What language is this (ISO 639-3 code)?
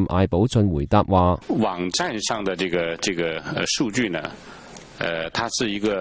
yue